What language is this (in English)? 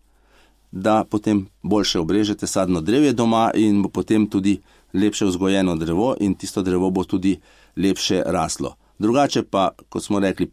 Slovenian